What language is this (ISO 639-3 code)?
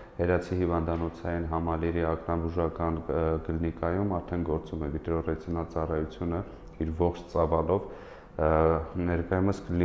hye